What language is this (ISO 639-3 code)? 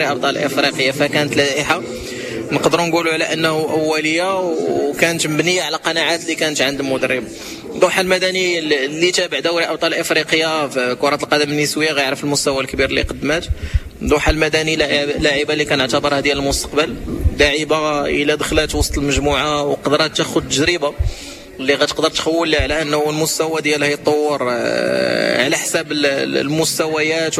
ary